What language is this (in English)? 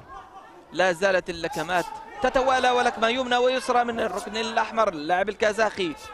Arabic